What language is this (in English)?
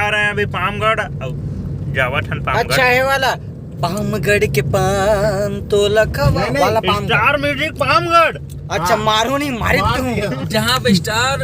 Chhattisgarhi